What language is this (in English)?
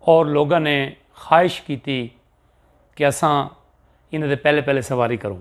Saraiki